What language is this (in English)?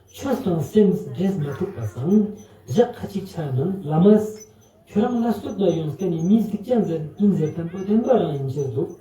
Ladakhi